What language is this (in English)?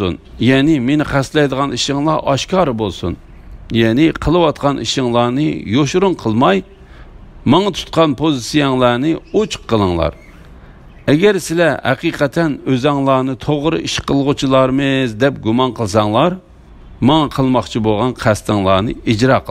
Uyghur